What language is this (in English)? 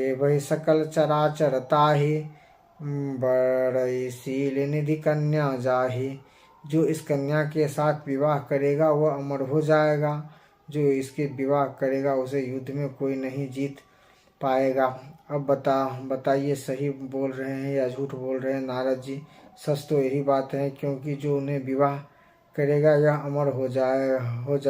Maithili